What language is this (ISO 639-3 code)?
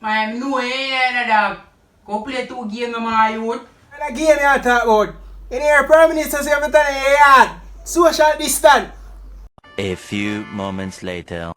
jam